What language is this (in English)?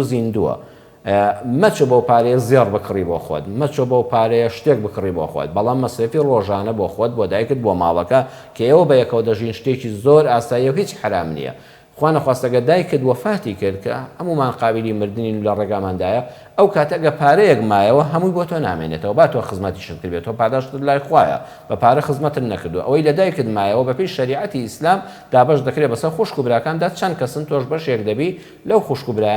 Central Kurdish